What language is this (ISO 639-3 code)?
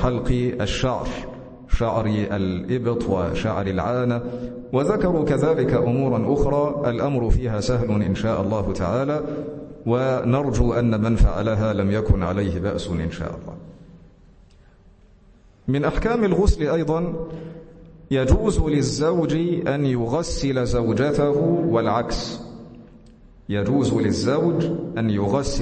ara